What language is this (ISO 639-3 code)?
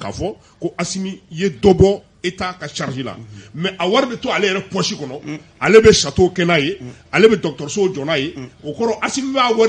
bam